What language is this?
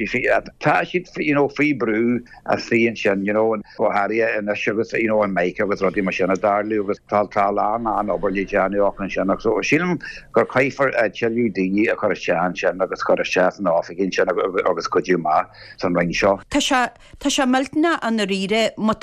Irish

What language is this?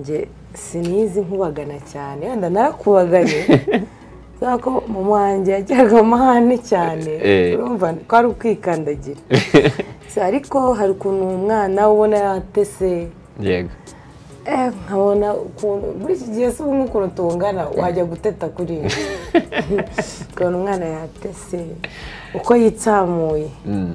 Kinyarwanda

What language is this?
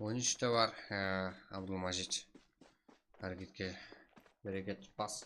Kara-Kalpak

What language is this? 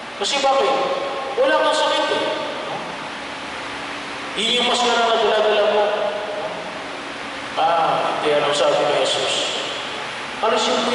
Filipino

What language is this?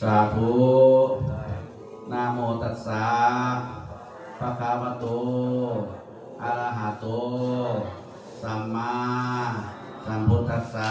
Pali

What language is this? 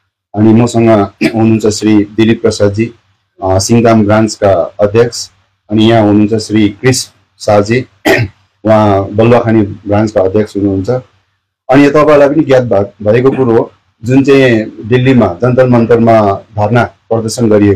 Nepali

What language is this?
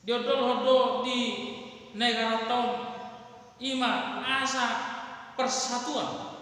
Batak Toba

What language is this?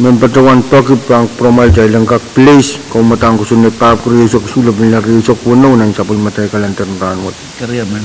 Pohnpeian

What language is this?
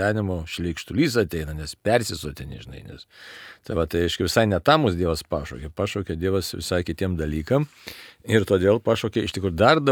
Lithuanian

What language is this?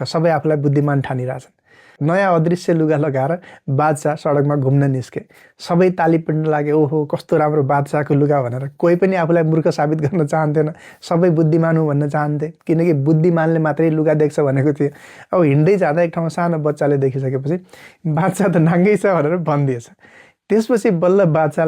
Nepali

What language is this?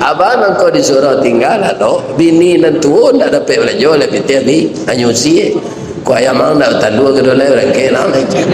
Minangkabau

